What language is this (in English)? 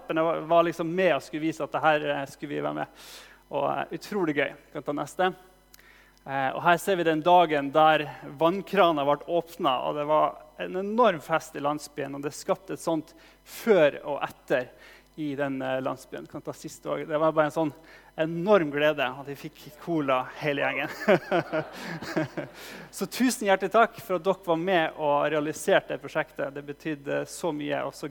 Norwegian